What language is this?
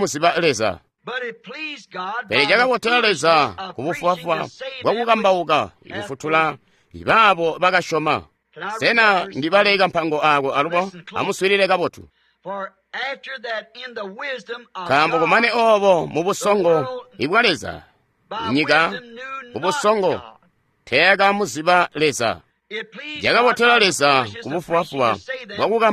Tonga (Zambia)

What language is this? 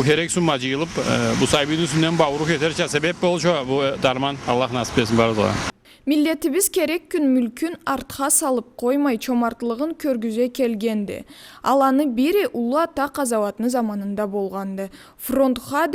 Karachay-Balkar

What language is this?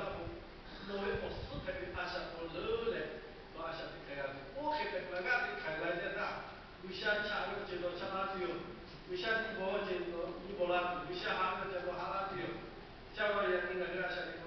Lahu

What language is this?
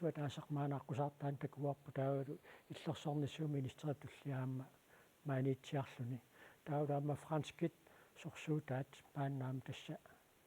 Kalaallisut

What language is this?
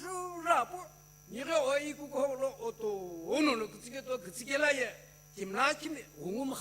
Sumi Naga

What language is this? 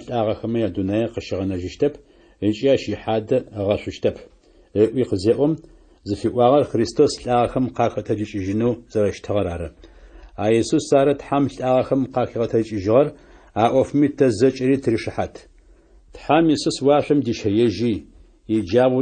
Adyghe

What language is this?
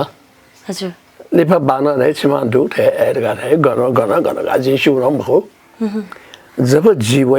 Newari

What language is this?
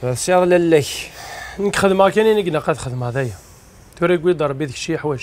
Kabyle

